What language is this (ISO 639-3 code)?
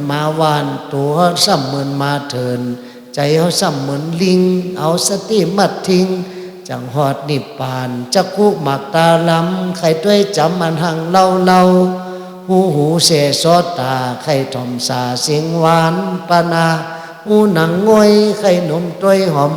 shn